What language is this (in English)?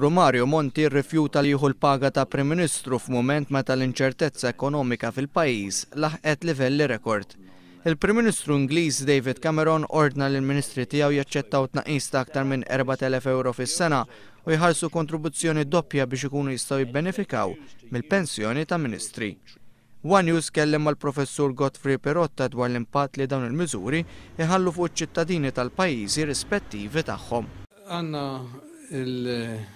Maltese